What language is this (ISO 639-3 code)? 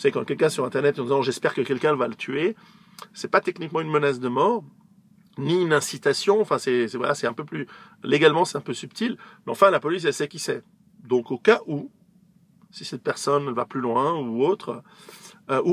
fra